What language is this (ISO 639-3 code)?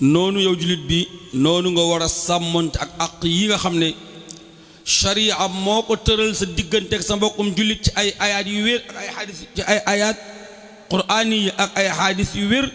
wol